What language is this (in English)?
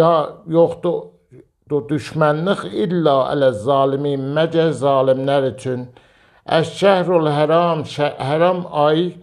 Azerbaijani